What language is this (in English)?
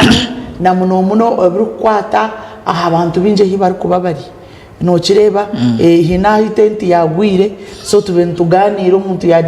Nyankole